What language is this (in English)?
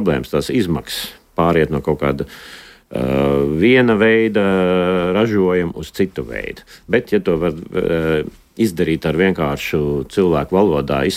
Latvian